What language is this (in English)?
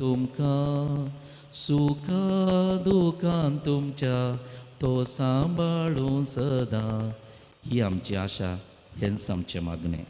Konkani